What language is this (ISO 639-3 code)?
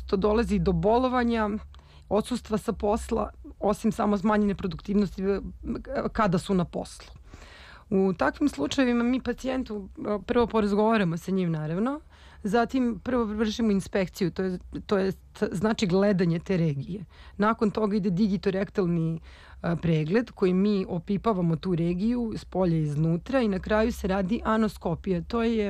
srp